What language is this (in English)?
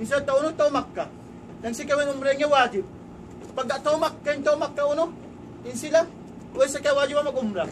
Tausug